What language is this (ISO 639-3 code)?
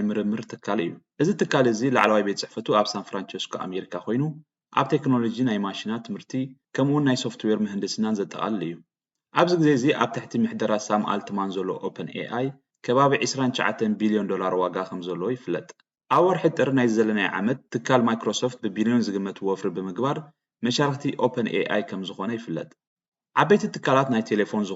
tir